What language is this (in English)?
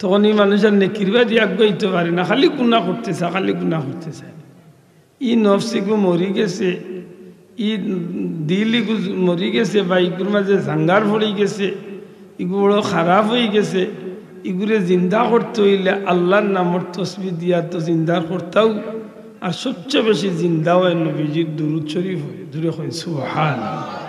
Sylheti